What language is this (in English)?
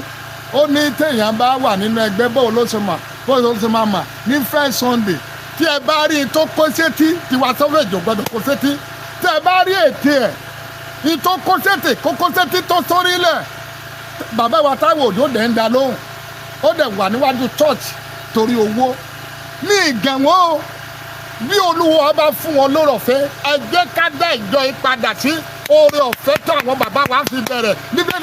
Yoruba